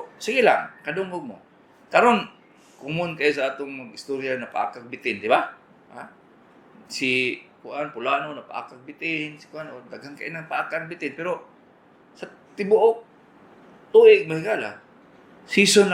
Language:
Cebuano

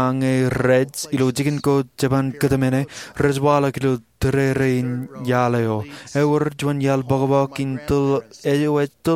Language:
Marshallese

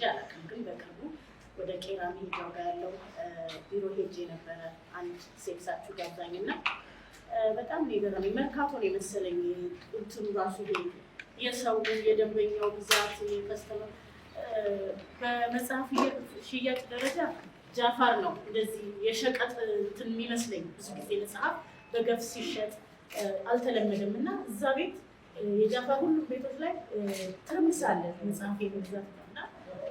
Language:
Amharic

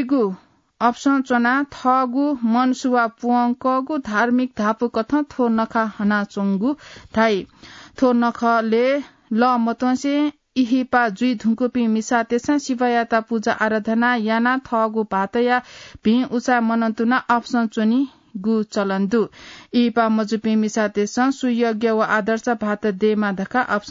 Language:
Newari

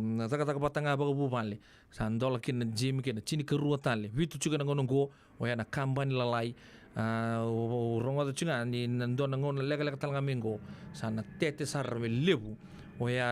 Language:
Fijian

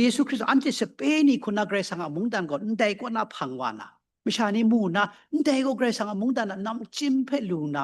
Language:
Kachin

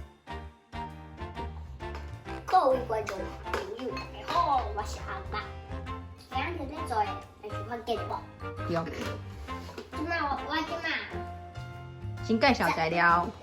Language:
Min Nan Chinese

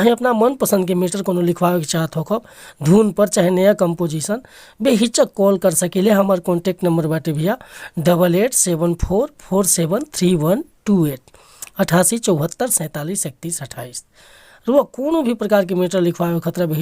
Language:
Bhojpuri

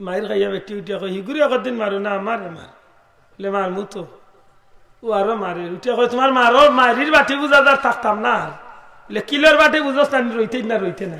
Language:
Sylheti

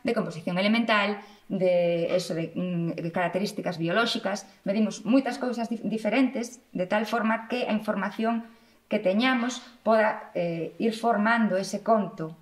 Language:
Galician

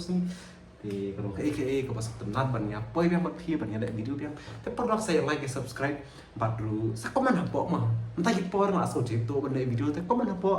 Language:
Khasi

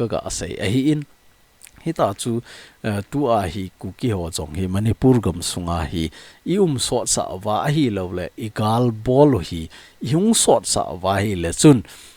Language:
Thado Chin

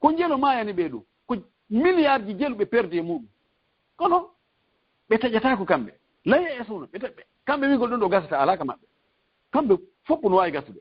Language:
Fula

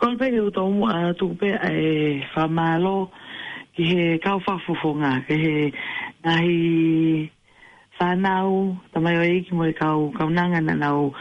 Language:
Tongan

